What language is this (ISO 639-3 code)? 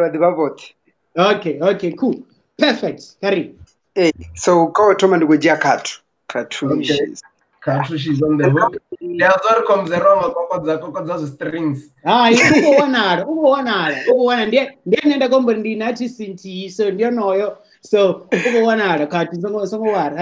ven